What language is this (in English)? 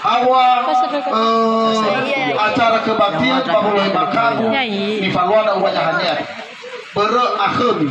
Nias